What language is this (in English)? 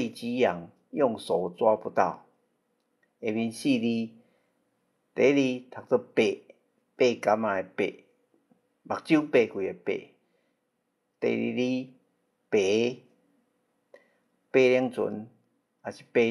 Min Nan Chinese